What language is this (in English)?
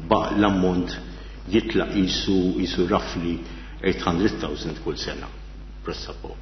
Maltese